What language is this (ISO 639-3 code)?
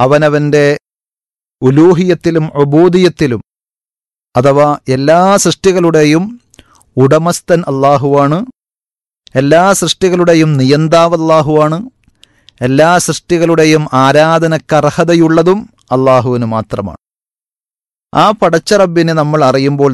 mal